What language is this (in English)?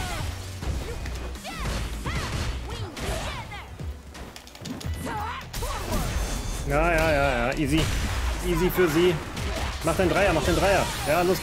German